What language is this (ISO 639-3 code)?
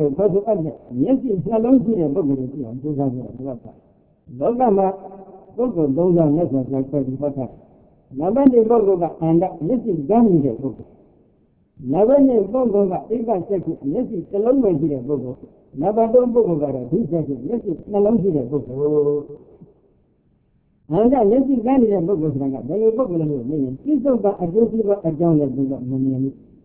mya